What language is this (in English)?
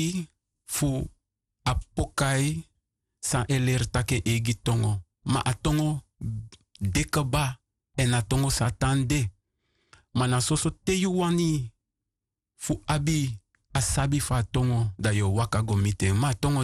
Sranan Tongo